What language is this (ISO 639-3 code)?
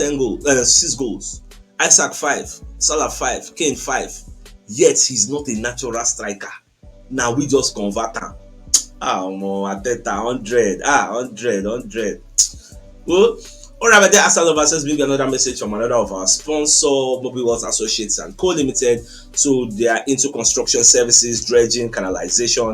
pcm